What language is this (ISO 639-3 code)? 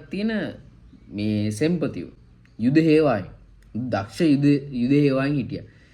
sin